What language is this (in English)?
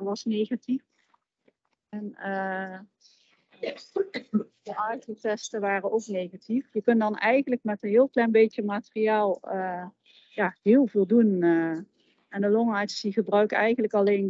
Dutch